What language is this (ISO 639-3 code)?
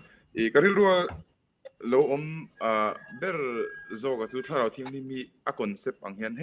lus